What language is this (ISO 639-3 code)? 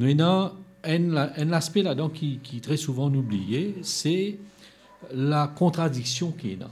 mfe